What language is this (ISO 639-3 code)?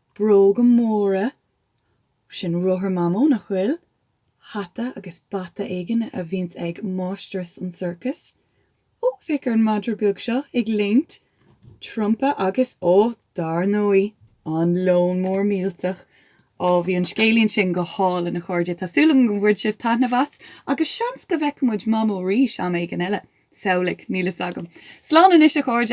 gle